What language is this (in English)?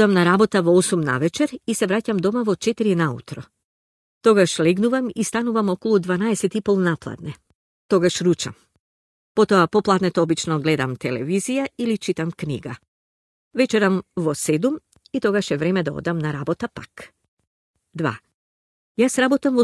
Macedonian